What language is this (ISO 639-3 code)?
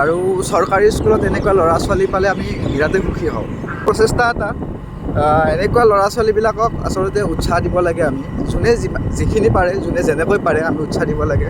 asm